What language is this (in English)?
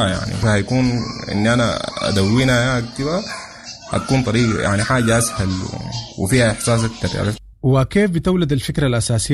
Sudanese Arabic